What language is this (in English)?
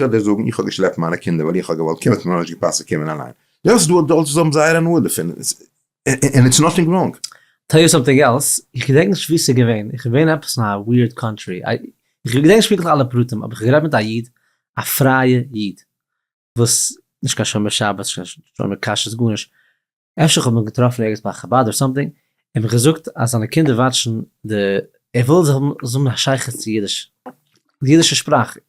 Yiddish